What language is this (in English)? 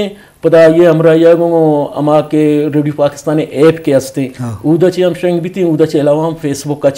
Eastern Balochi